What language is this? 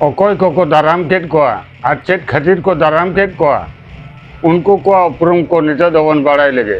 Santali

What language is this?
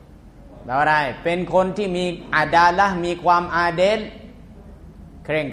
Thai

